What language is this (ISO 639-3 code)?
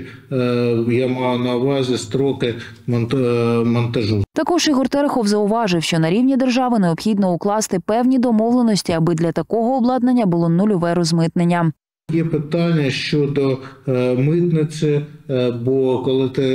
ukr